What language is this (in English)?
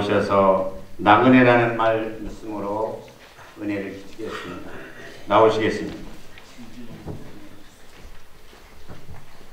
Korean